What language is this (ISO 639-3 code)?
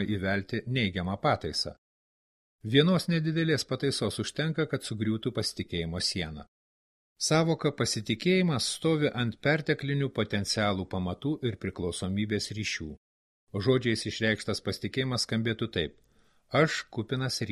lit